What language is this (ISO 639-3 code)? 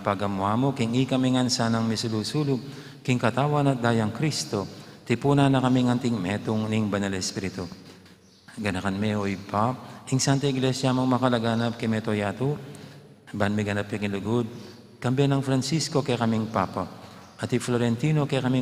pam